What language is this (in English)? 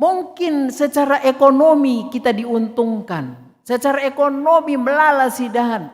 Batak Karo